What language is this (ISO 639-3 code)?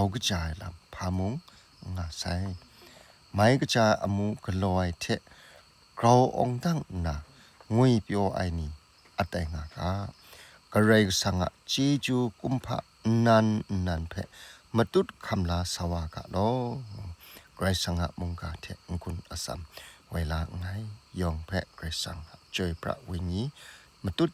kac